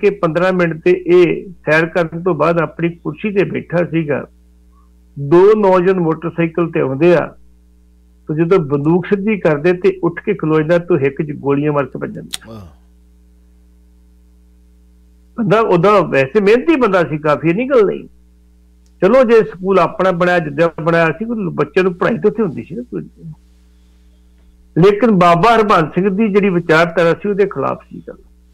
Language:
Punjabi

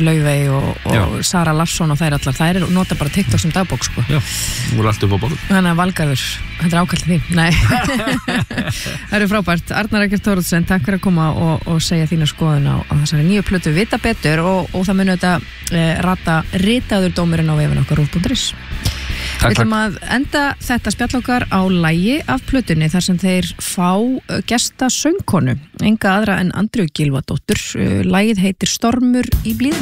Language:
Icelandic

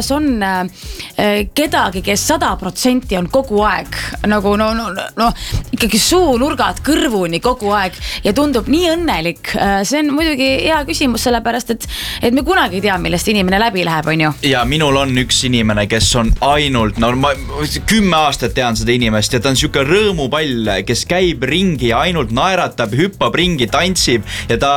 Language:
Estonian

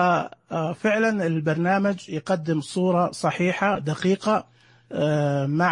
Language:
Najdi Arabic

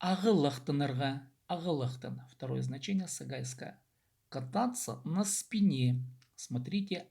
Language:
Khakas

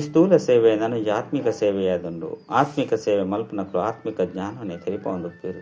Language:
Tulu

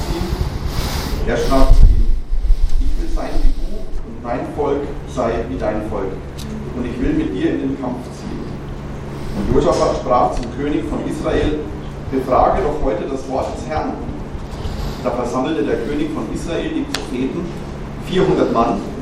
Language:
German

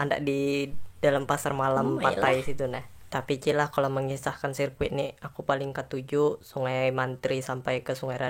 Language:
Banjar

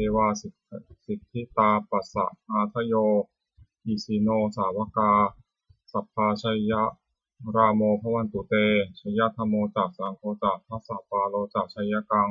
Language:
Pali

